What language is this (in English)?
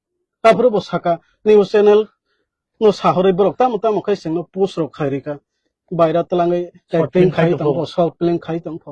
Kok Borok